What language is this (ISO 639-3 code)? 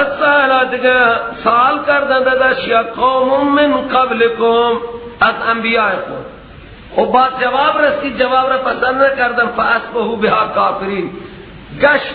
fas